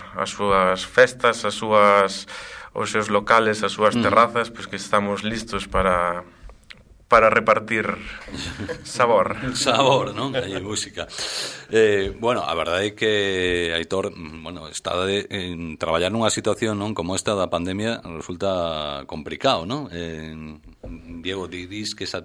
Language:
Galician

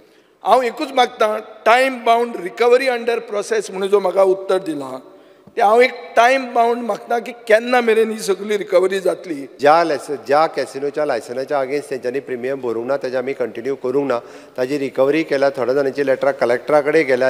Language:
Konkani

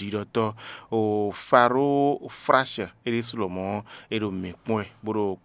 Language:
Fon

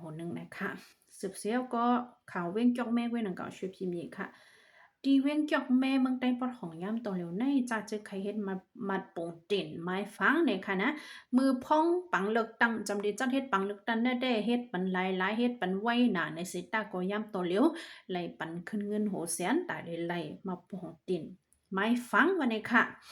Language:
Shan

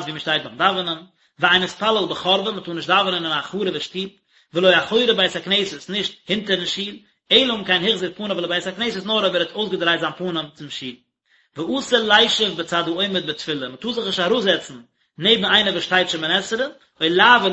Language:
Yiddish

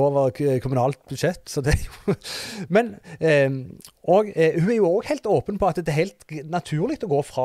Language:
Norwegian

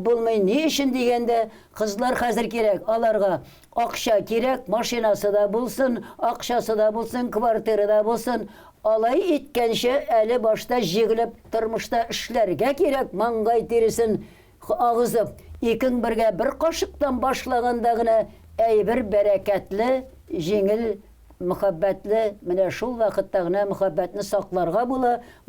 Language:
Tatar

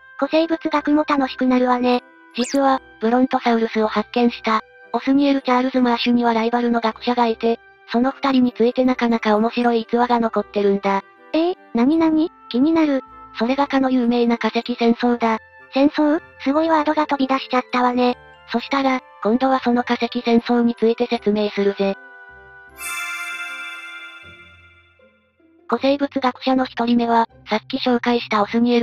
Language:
Japanese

